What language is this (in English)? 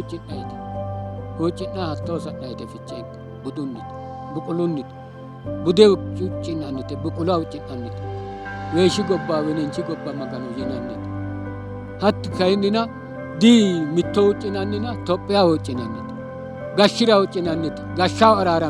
Sidamo